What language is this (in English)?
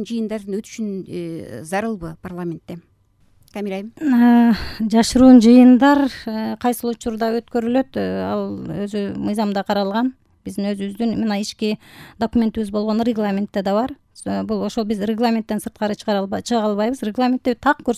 Kyrgyz